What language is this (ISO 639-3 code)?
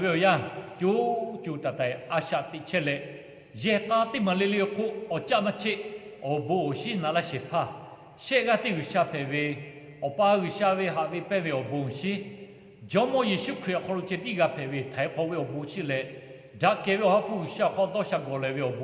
lhu